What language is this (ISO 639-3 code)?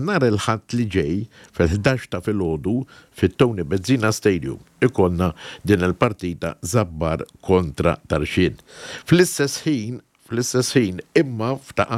mlt